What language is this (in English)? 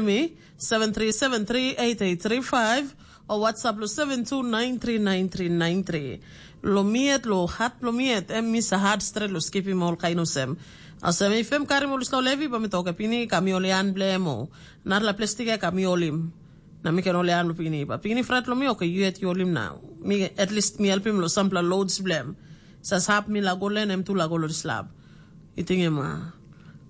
Tok Pisin